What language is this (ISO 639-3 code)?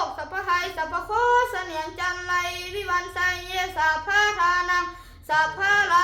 pli